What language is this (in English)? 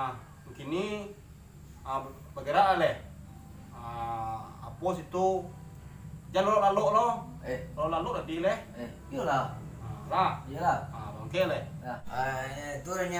Minangkabau